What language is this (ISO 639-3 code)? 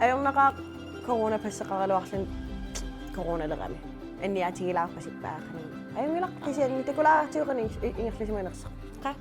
kal